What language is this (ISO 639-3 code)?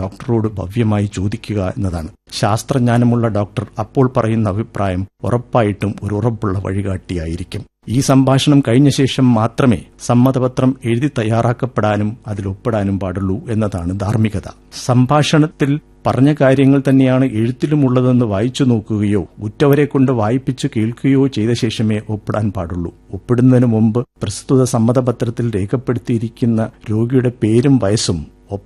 mal